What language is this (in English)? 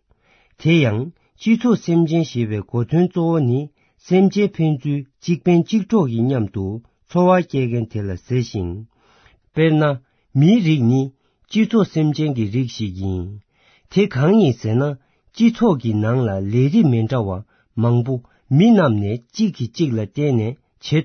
Tibetan